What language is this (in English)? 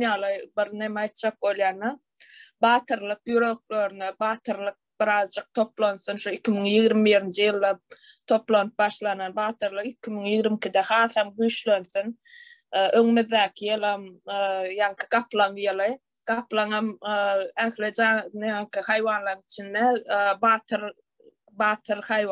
Turkmen